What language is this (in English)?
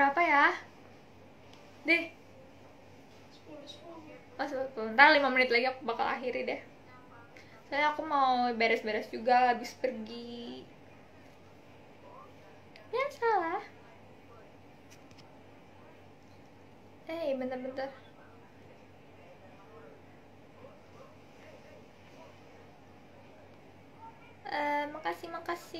Indonesian